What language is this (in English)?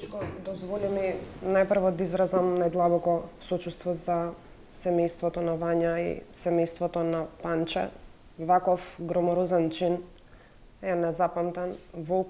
Macedonian